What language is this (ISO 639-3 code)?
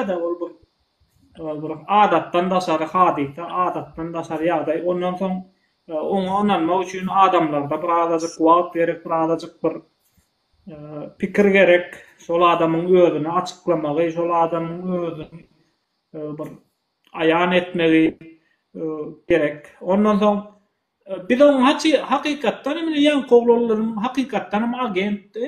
tuk